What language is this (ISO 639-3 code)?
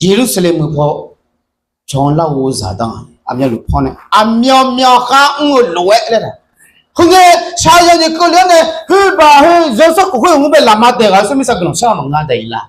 ahk